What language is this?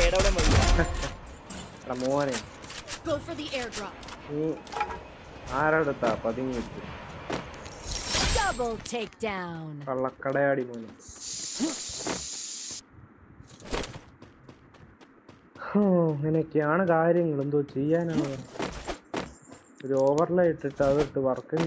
Malayalam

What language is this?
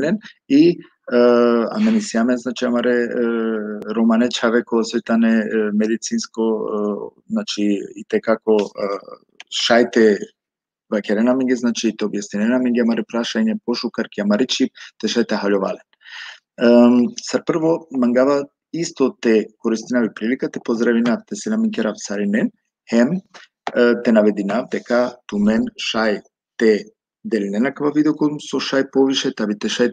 Balkan Romani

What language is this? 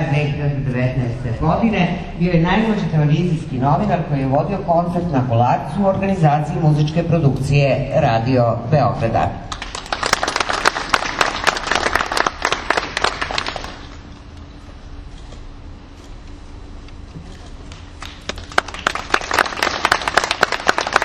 Serbian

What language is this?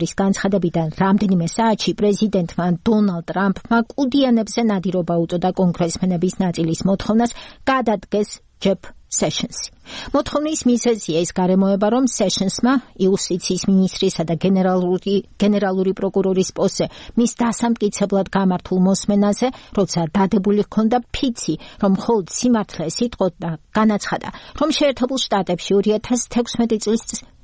Georgian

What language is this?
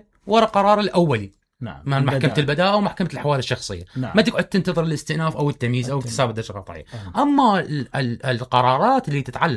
Mesopotamian Arabic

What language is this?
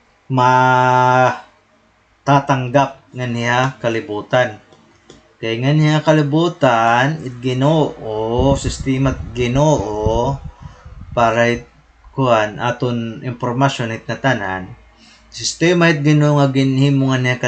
Waray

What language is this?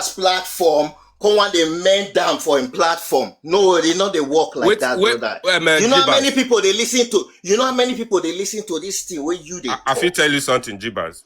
Nigerian Pidgin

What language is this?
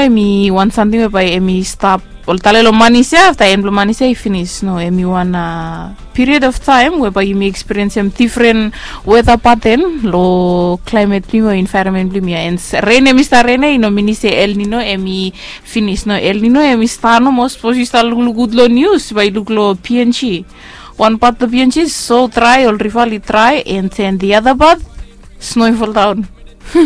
Bislama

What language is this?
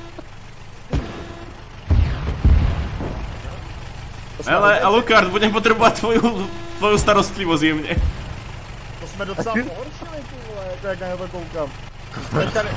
Czech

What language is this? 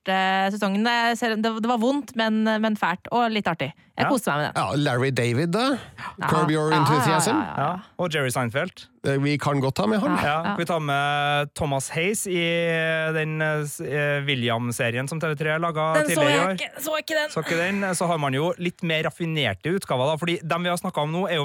Norwegian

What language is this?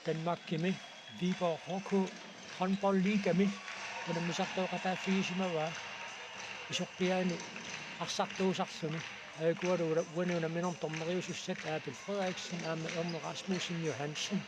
Kalaallisut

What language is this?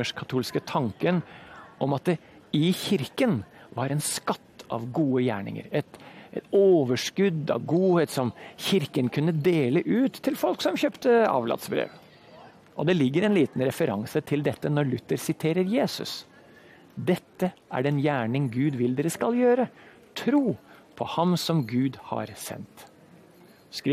Norwegian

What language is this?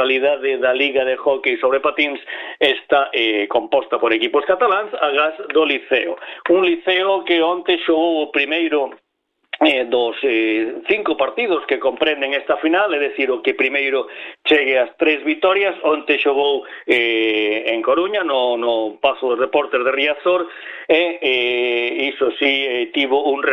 Galician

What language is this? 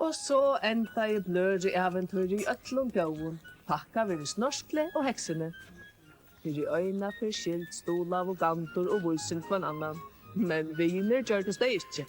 Faroese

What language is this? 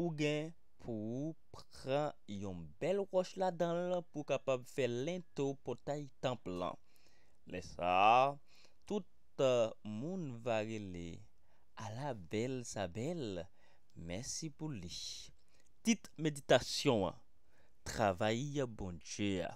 Haitian Creole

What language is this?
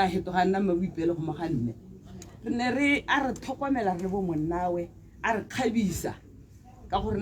Tswana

